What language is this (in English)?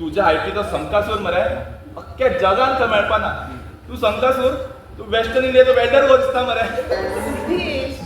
Konkani